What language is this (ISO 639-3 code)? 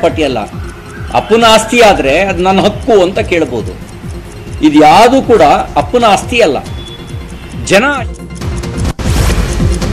kan